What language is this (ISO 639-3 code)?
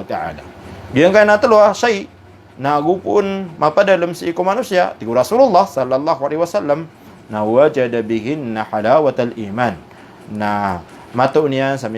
mrw